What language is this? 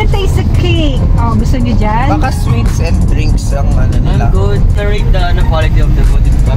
Filipino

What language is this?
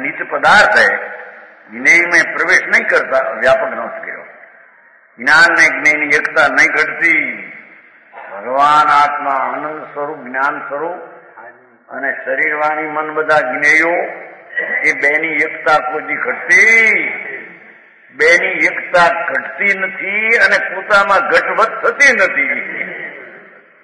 Gujarati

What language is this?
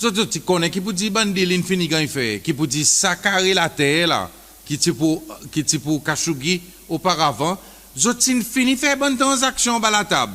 Seselwa Creole French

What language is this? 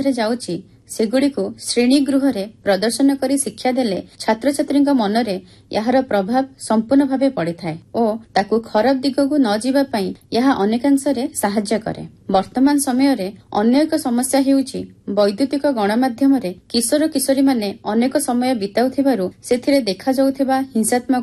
Odia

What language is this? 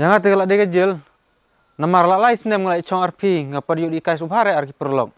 Khasi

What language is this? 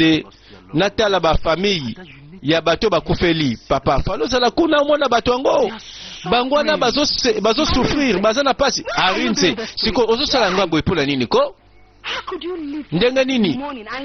Lingala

